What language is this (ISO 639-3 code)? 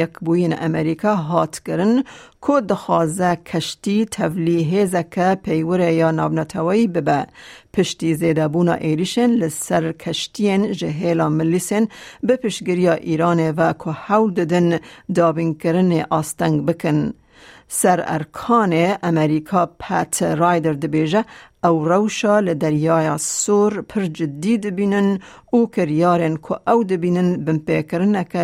kur